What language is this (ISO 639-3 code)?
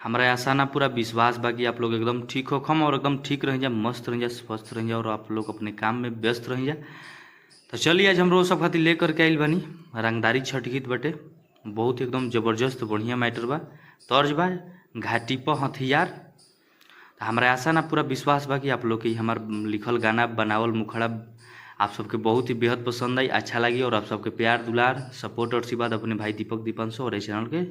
bho